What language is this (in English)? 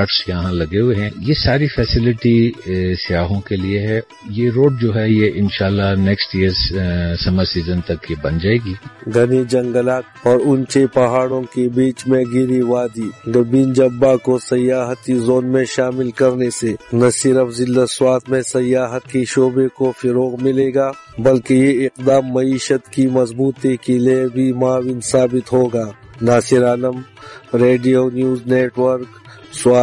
Urdu